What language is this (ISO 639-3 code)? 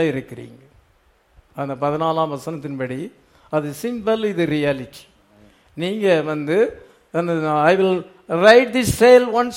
tam